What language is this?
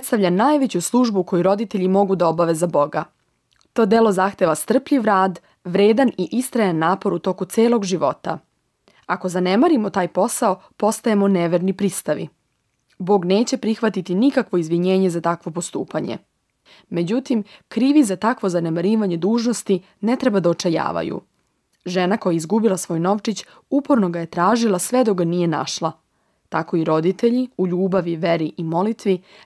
Serbian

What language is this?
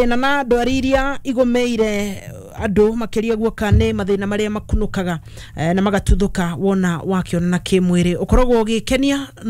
Kikuyu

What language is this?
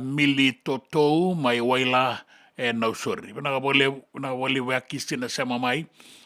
Fijian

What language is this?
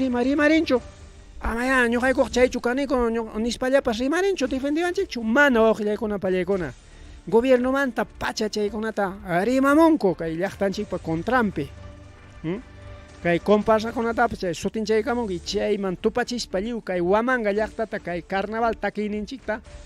Ayacucho Quechua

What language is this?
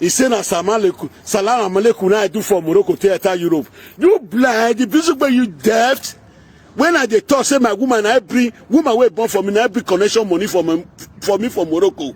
Nigerian Pidgin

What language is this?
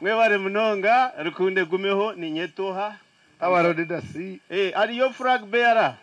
Nyankole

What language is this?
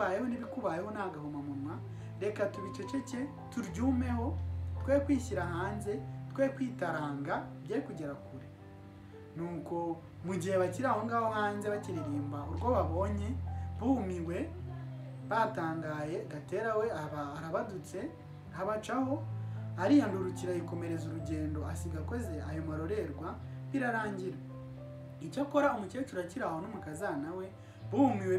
Kinyarwanda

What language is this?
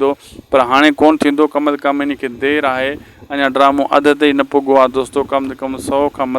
Sindhi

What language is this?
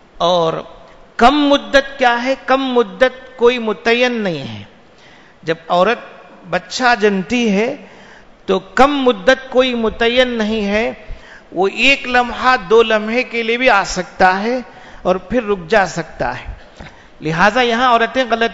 Urdu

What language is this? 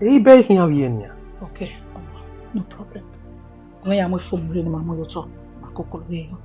Bini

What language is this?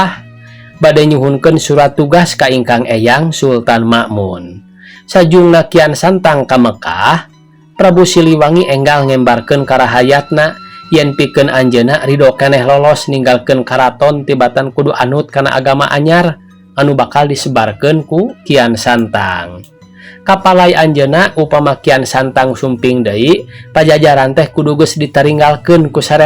Sundanese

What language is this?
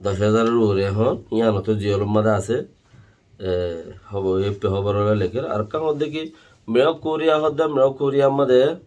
Rohingya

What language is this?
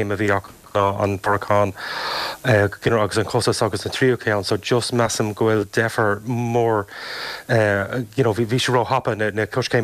Irish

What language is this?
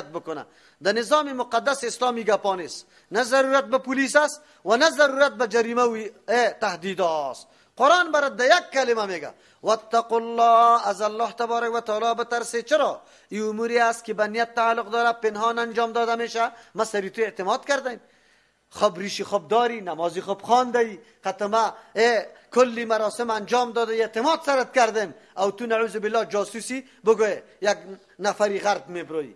Persian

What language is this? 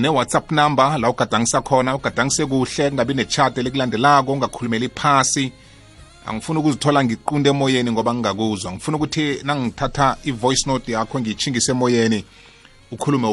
South Ndebele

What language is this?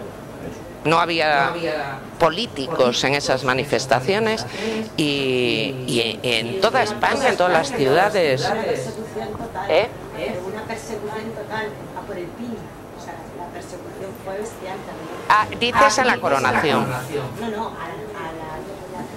Spanish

